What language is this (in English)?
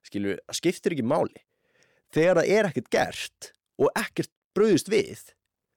Icelandic